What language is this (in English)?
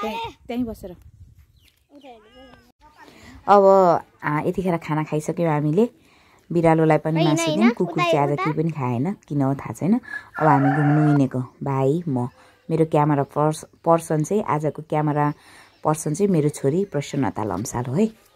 Nepali